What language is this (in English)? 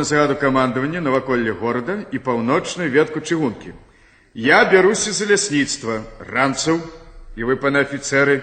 Belarusian